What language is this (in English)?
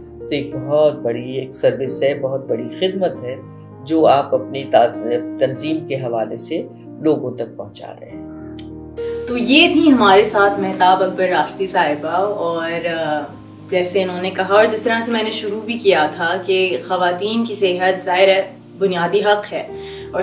Urdu